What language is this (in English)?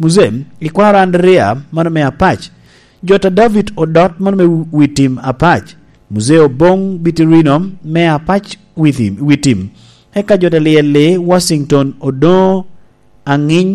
Lango (Uganda)